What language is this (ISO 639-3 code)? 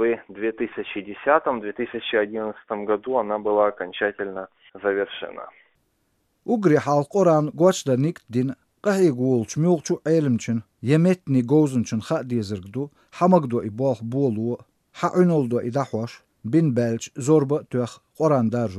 che